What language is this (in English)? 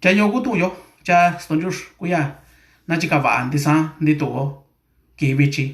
Mixtepec Mixtec